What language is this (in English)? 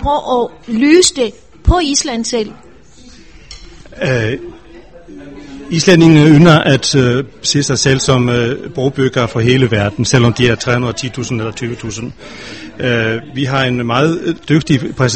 Danish